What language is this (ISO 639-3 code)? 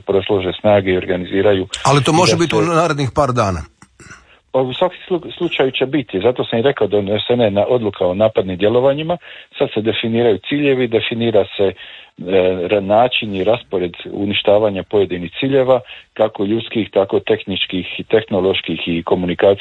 hrv